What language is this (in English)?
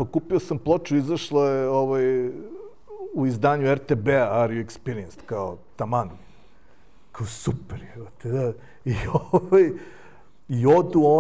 Serbian